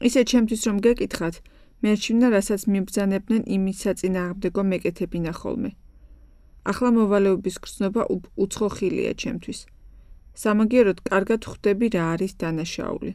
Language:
Georgian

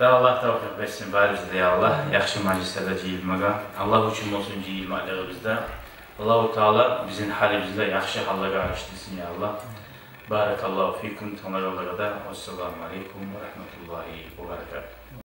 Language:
Kumyk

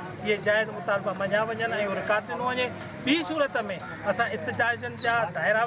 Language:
Sindhi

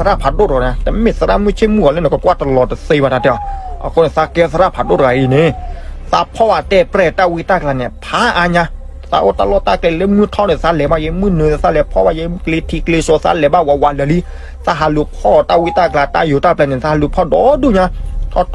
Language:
S'gaw Karen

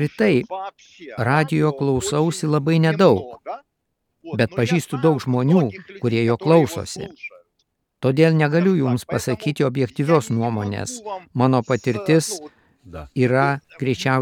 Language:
Lithuanian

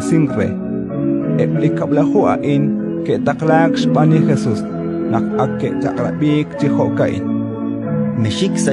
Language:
Kekchí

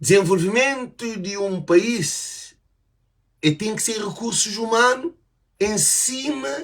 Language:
Kabuverdianu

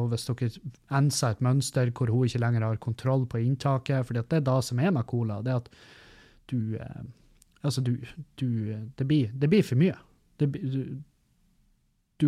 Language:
Norwegian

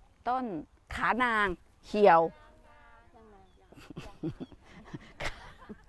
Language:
Thai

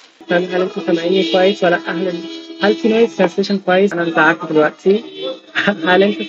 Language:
Egyptian Arabic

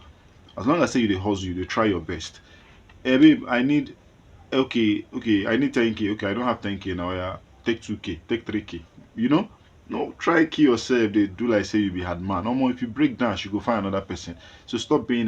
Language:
Nigerian Pidgin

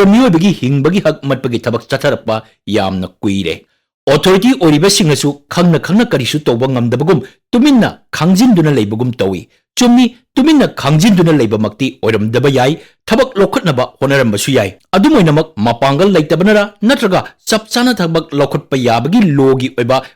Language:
Manipuri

